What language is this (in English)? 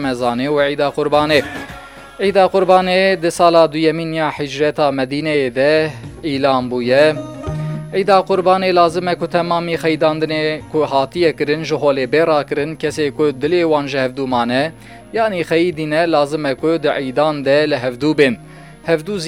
Kurdish